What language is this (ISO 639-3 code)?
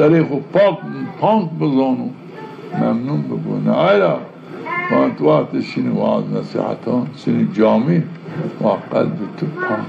zza